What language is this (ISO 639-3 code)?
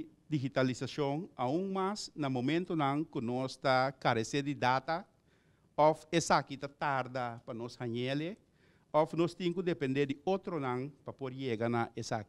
pap